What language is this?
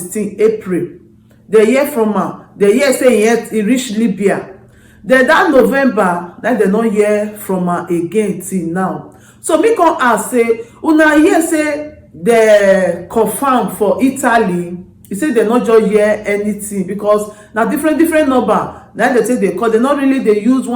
Nigerian Pidgin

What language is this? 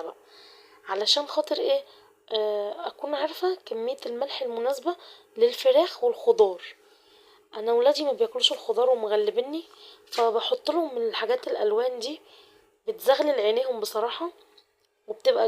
Egyptian Arabic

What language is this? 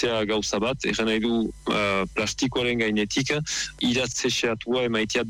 Basque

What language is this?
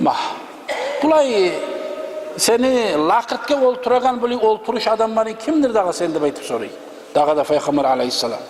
Kumyk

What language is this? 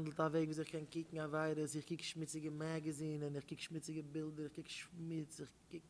Yiddish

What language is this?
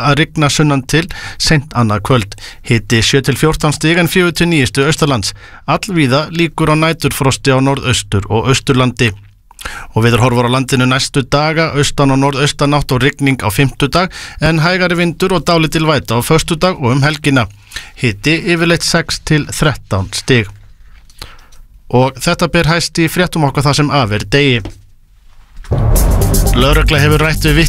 Icelandic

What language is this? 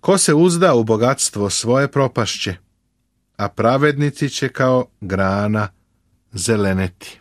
Serbian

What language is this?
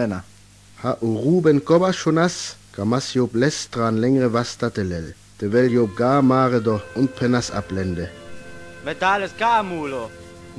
Sinte Romani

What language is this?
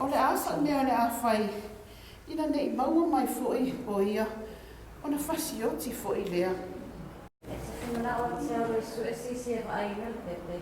Samoan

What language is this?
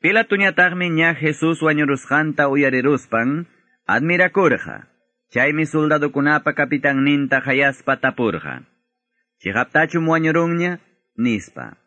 Quechua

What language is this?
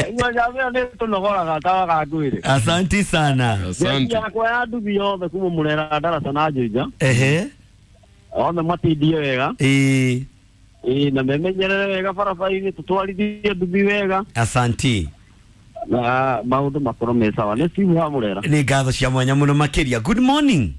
Kikuyu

